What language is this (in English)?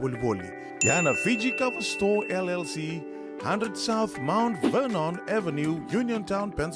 Fijian